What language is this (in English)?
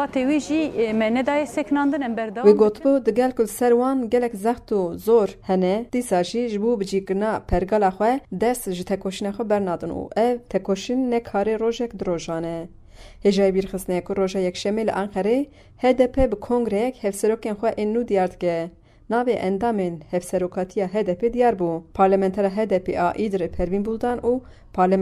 Kurdish